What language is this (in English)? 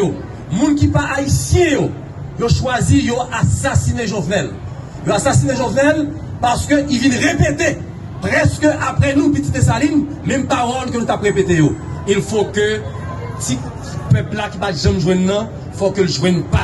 Haitian Creole